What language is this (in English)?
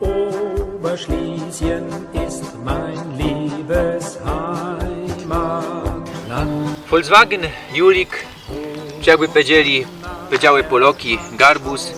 Silesian